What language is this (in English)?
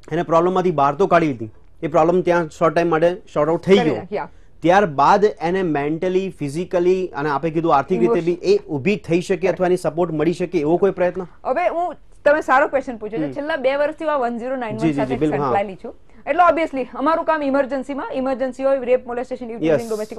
Gujarati